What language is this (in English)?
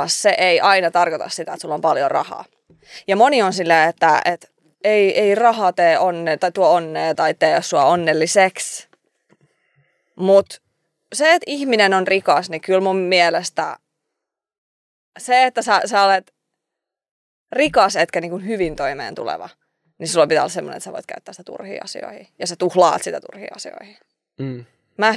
Finnish